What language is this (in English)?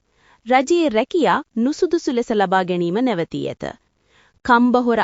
Sinhala